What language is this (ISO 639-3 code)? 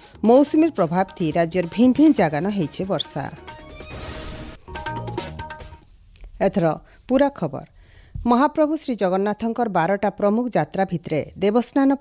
ori